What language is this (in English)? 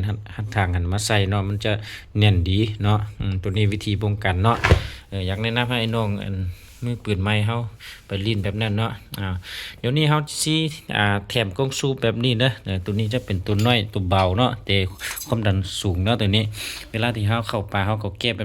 Lao